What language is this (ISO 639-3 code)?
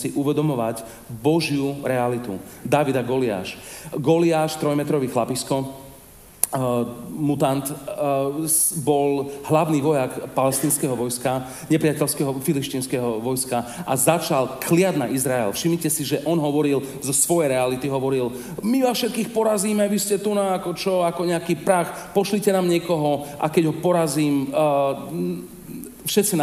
slk